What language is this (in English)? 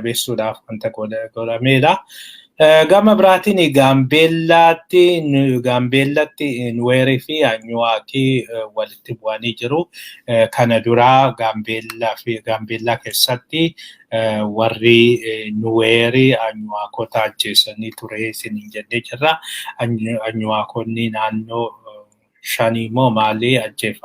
Oromo